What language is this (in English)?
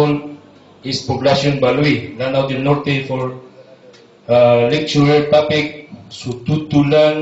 Maranao